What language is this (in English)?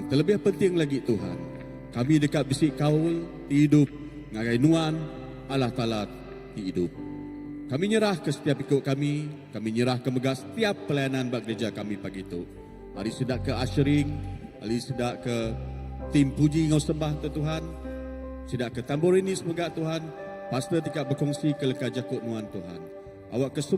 Iban